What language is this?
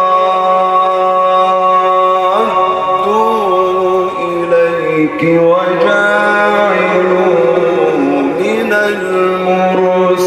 Arabic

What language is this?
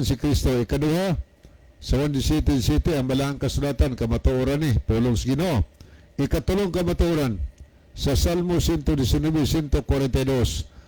Cebuano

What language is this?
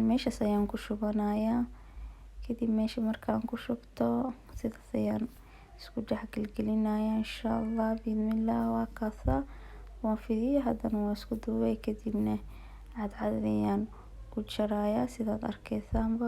Somali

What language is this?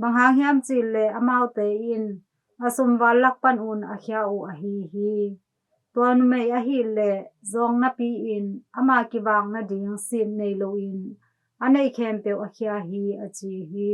Tedim Chin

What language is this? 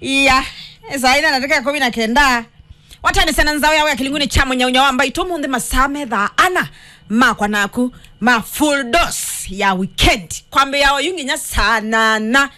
Kamba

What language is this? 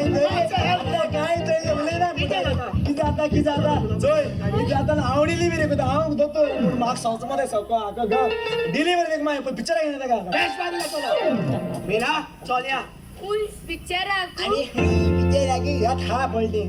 Konkani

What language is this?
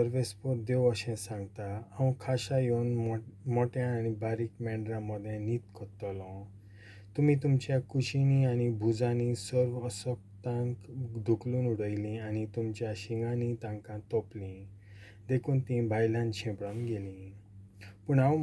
Konkani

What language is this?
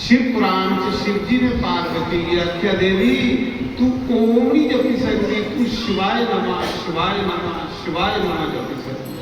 Dogri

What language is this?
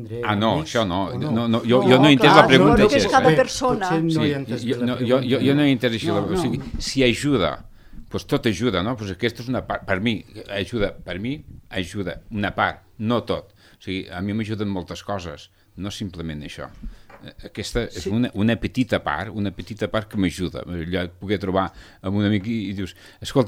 Catalan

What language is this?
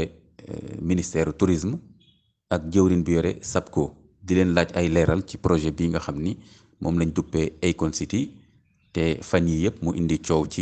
Wolof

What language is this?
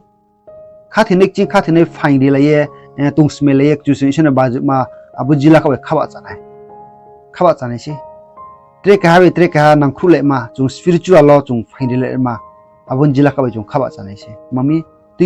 Riang (India)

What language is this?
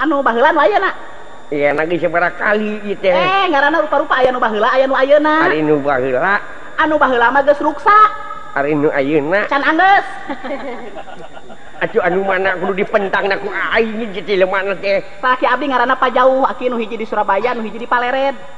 Sundanese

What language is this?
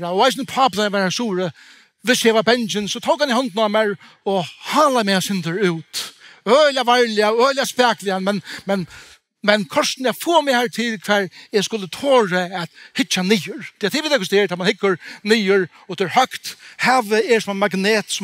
Faroese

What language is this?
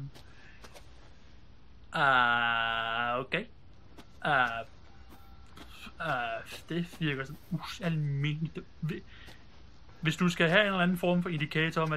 Danish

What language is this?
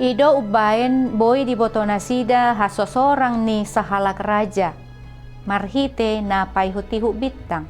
Batak Toba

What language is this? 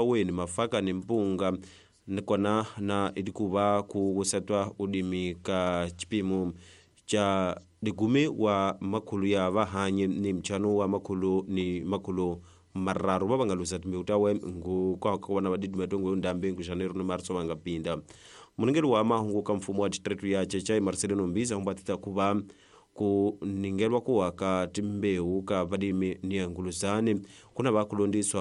Tsonga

